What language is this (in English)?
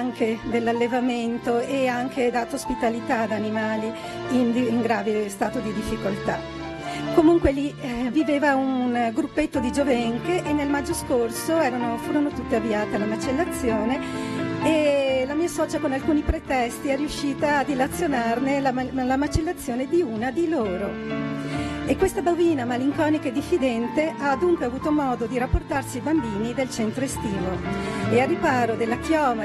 Italian